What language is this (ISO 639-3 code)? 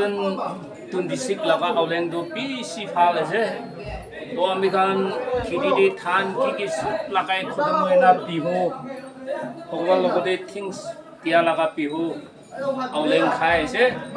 nag